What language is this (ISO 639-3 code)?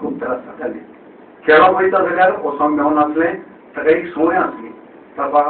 kok